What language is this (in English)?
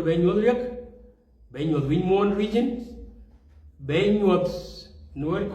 Nuer